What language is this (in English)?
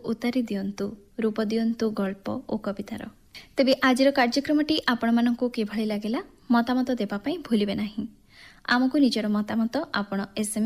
Odia